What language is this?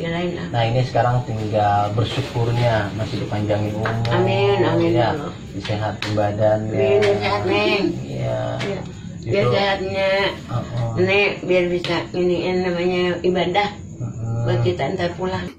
Betawi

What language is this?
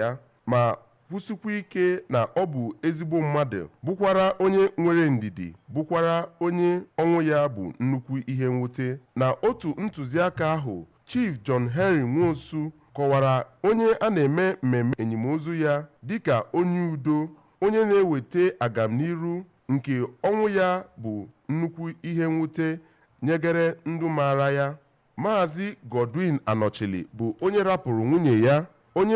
Igbo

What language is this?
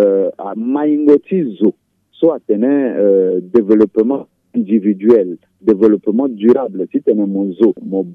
Sango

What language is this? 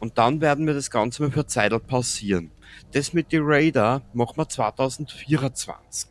Bavarian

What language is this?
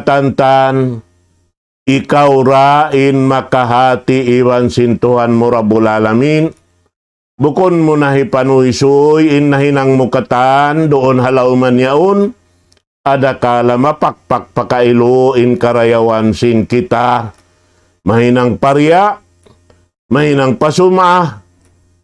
Tausug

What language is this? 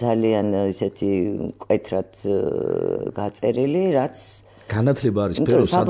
Georgian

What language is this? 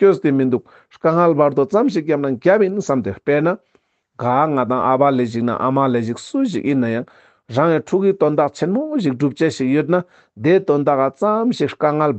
Ladakhi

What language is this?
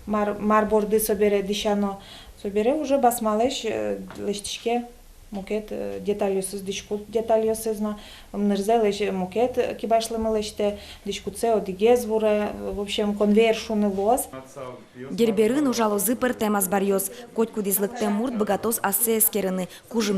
Udmurt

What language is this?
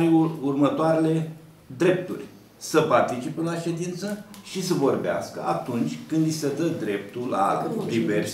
Romanian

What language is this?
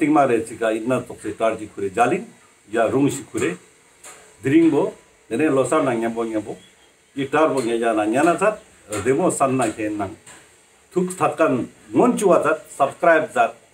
Ladakhi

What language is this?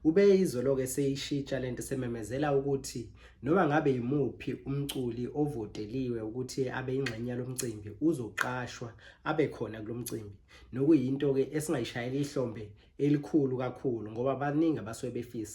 Zulu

